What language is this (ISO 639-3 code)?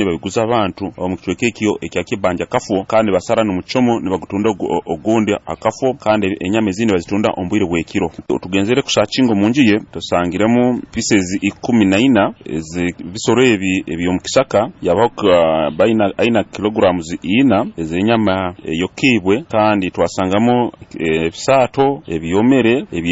nyo